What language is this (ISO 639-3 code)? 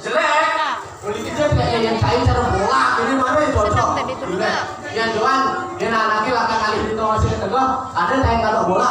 ban